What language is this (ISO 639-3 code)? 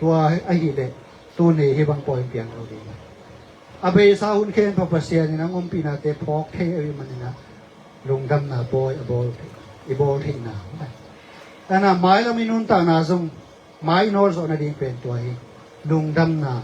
ctd